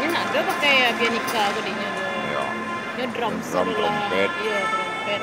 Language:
Minangkabau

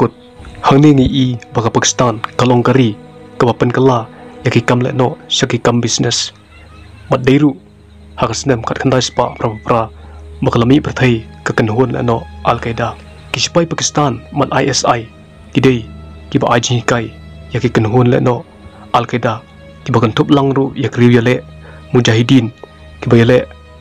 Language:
Khasi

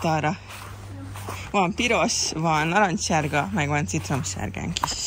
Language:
Hungarian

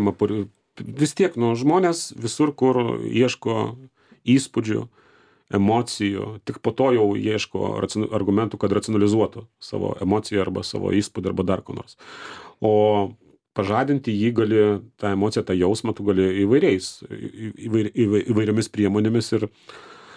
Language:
Lithuanian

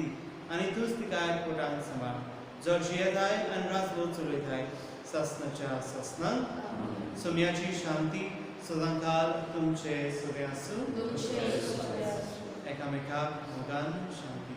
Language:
Konkani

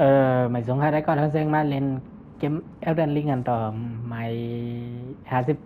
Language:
Shan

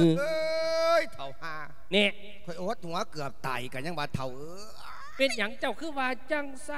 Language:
Lao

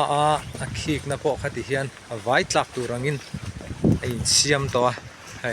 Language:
Mizo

